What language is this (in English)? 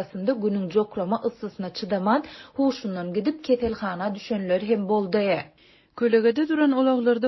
Turkmen